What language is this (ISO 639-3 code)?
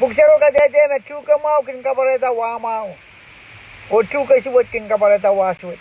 pon